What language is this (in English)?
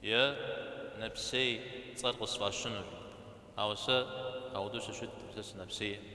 Kabardian